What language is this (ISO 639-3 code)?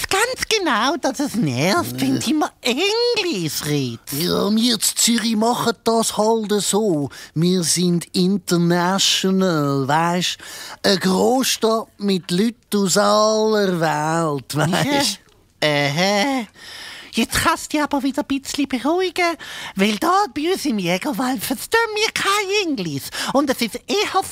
gsw